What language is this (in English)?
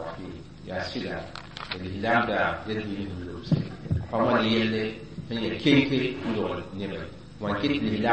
Mossi